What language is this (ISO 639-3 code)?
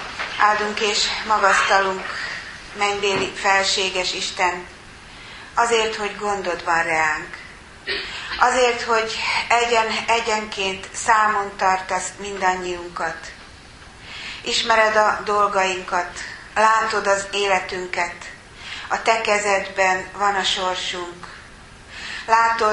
hun